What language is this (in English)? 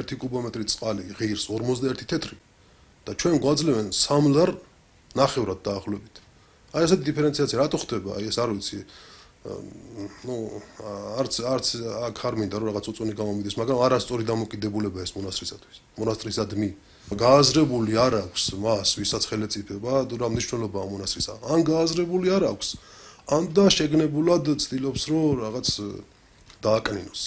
Georgian